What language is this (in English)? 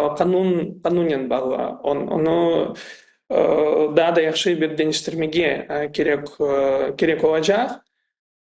Crimean Tatar